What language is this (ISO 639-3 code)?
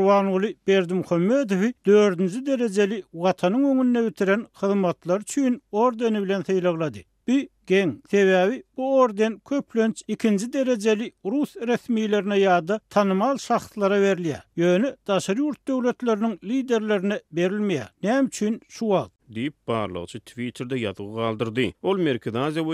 tuk